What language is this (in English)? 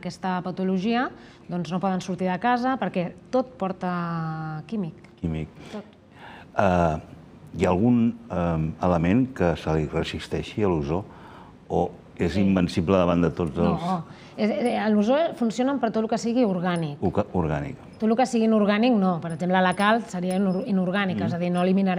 Catalan